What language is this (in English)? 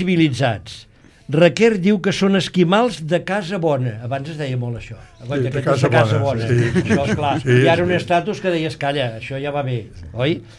Catalan